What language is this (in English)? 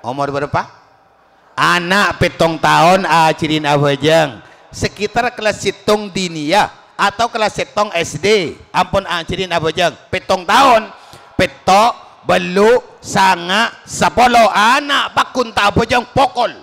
Madurese